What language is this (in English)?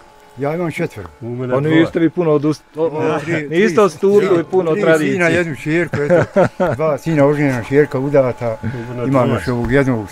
Bosnian